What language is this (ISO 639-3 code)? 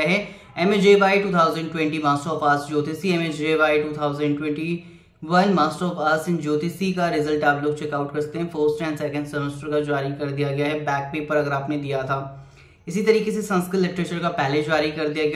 hin